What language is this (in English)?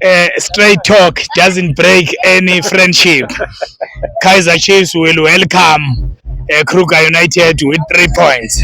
Zulu